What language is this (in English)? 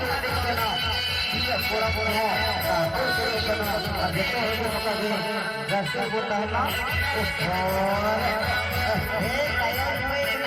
Santali